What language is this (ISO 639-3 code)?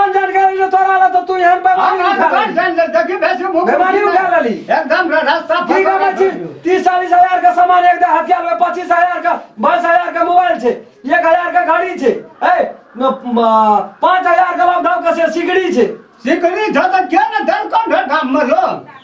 mai